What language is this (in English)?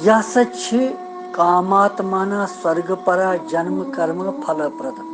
Kashmiri